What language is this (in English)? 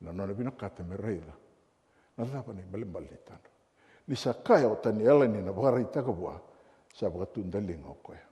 Fijian